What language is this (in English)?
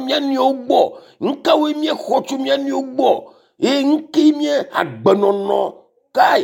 Ewe